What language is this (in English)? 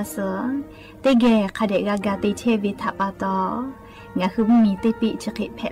Lahu